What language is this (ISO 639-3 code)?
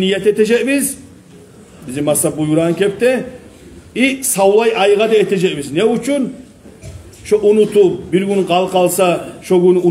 kum